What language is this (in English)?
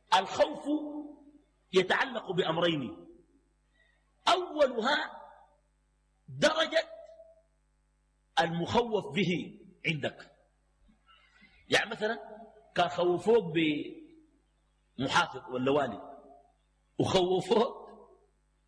Arabic